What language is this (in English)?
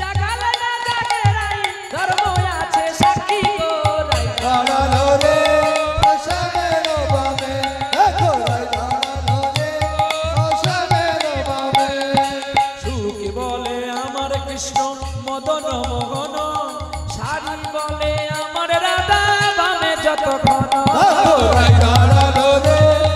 Bangla